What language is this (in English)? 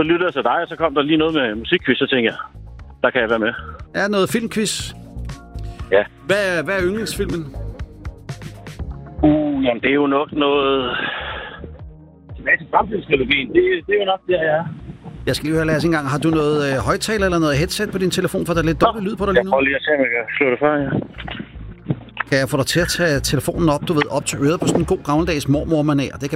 Danish